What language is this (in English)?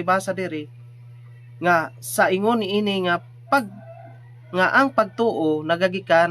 Cebuano